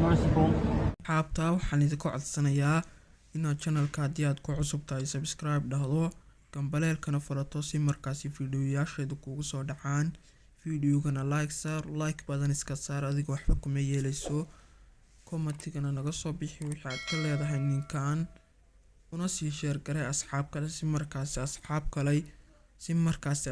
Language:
Somali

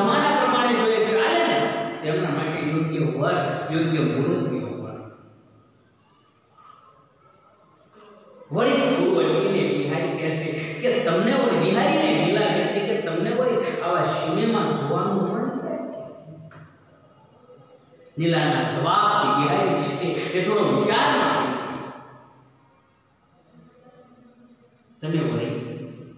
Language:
Gujarati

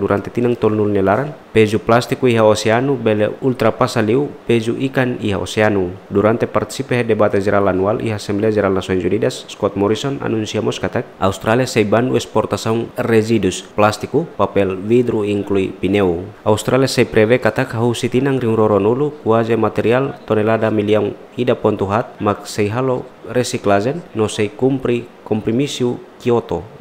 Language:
Tetum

